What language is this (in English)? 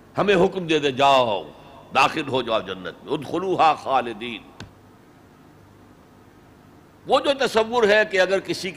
Urdu